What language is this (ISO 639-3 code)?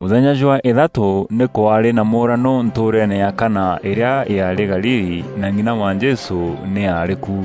mer